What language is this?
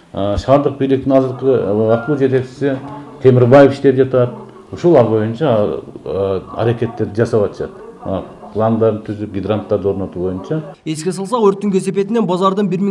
Kyrgyz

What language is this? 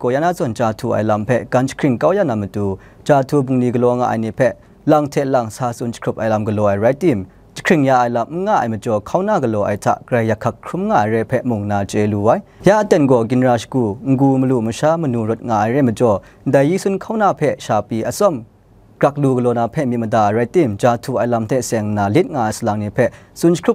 Kachin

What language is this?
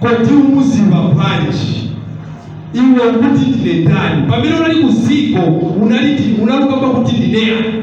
Nyanja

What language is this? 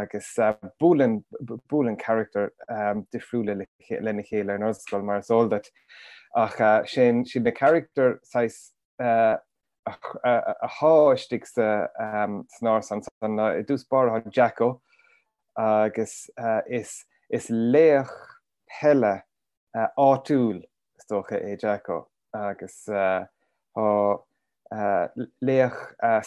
Irish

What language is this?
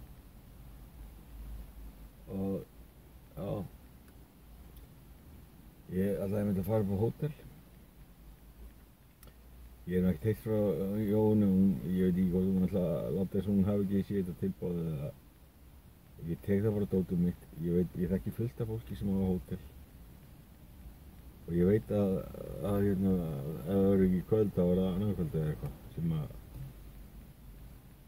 Icelandic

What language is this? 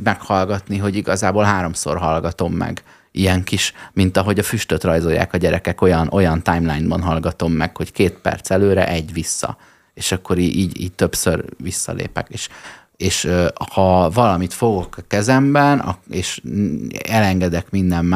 Hungarian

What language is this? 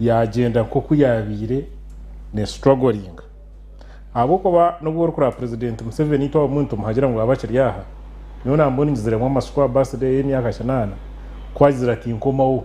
Nyankole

